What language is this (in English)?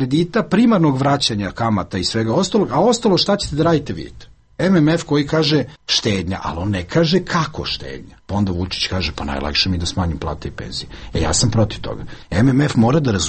Serbian